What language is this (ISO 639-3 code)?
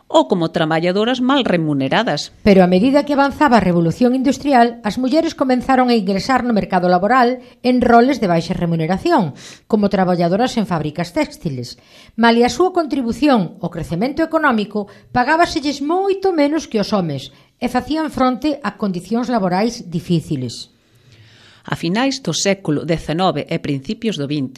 glg